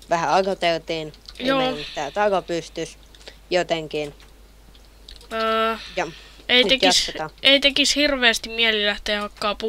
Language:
Finnish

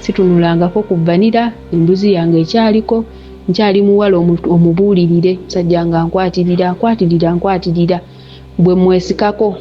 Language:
Ganda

